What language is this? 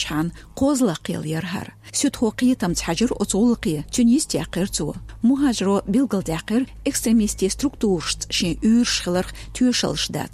Chechen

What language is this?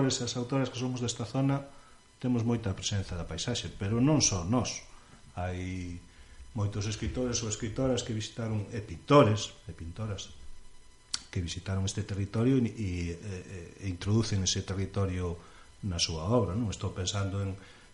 Galician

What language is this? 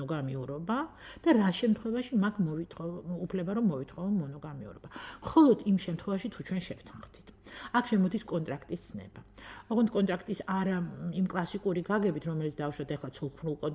Georgian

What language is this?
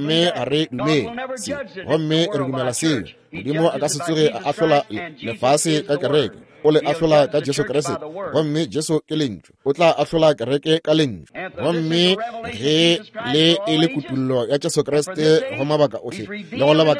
Northern Sotho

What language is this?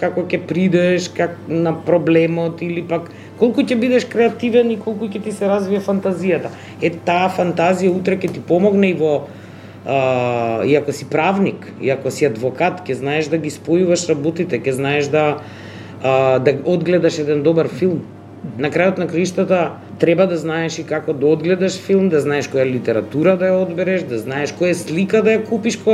Macedonian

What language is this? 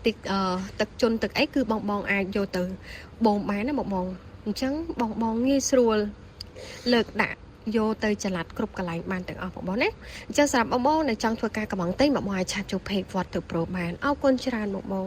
Khmer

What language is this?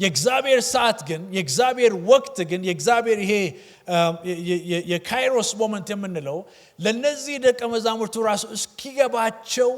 Amharic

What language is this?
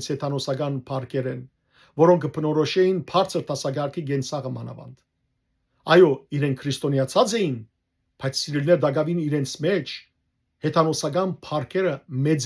Western Armenian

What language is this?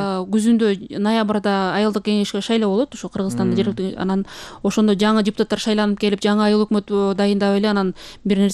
Kyrgyz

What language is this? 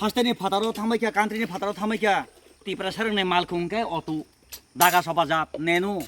Kok Borok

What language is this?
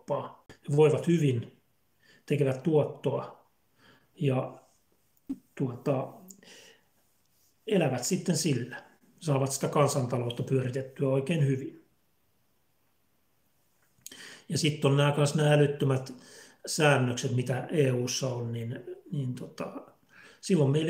Finnish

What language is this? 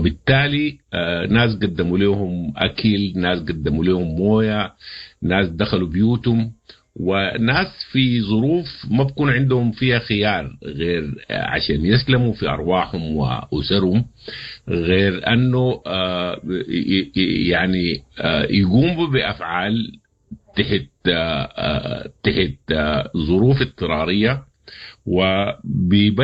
Sudanese Arabic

